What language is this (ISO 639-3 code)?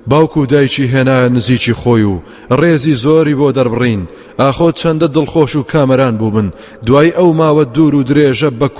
ckb